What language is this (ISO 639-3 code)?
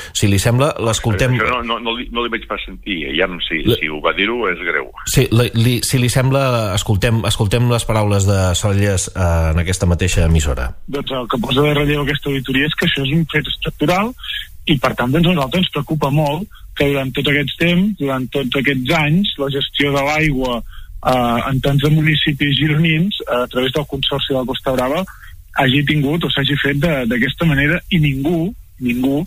cat